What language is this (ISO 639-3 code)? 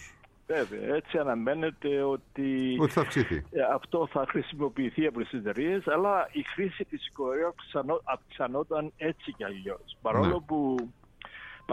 ell